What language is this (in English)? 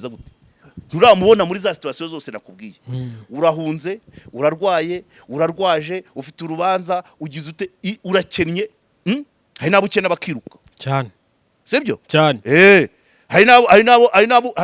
Kinyarwanda